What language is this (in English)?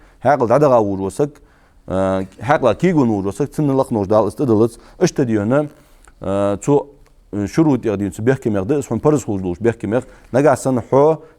Ingush